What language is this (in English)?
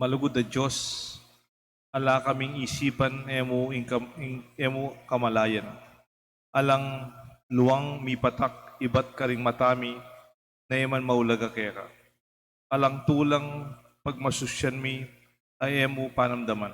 Pampanga